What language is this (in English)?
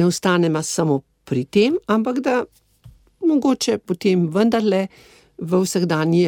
Slovenian